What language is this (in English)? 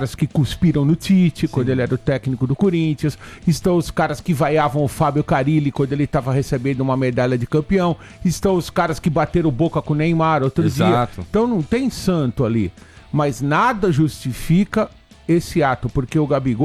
Portuguese